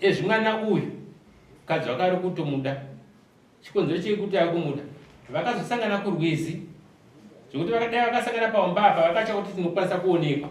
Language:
Shona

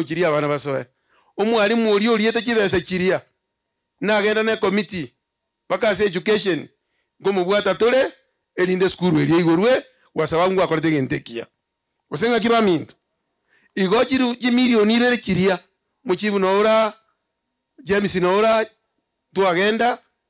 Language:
Gusii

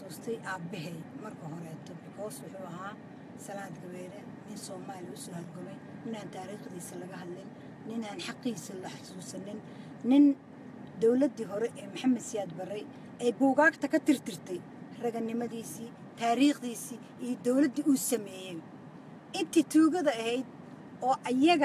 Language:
Somali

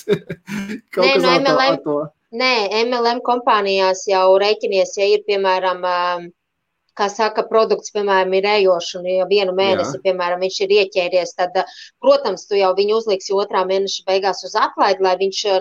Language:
Latvian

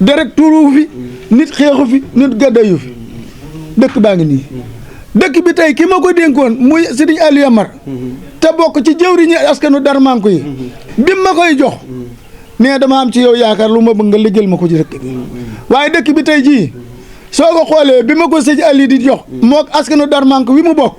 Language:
Wolof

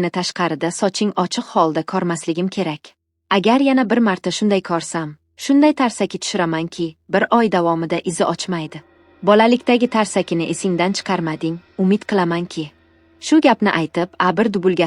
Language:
Uzbek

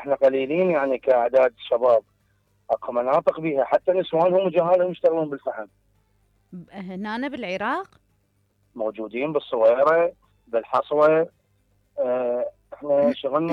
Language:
Mesopotamian Arabic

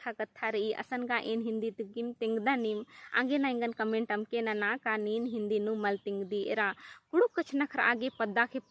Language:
Kurukh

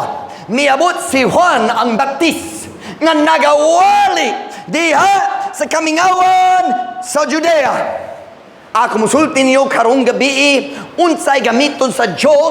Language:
Cebuano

